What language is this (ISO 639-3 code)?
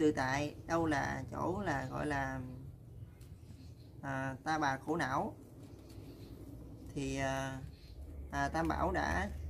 vie